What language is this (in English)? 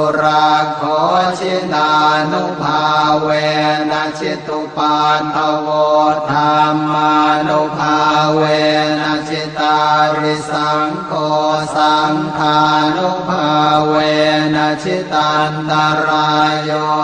Pali